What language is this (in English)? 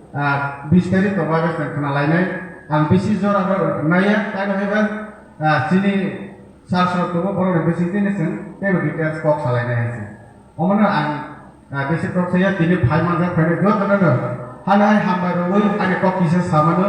Kok Borok